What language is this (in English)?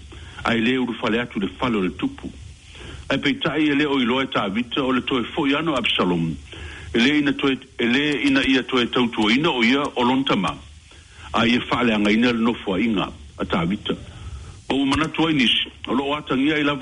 Samoan